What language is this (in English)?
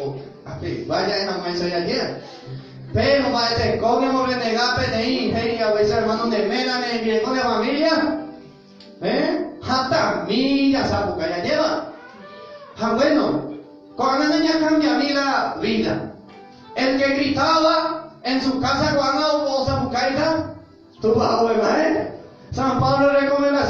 Guarani